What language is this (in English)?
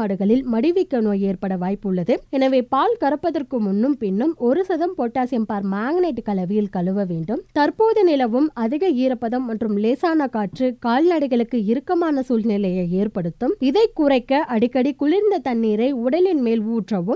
Tamil